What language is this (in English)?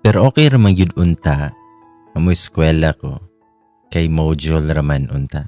Cebuano